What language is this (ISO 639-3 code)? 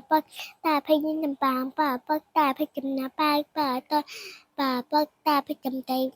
shn